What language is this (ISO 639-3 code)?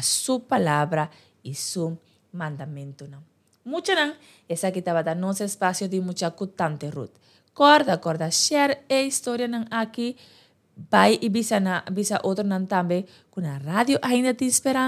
pap